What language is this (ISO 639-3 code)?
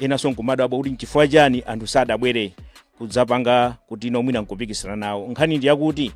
nya